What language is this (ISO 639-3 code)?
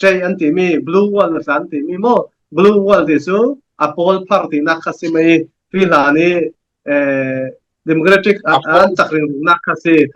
cfm